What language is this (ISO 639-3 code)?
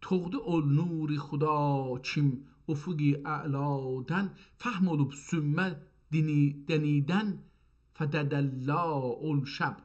azb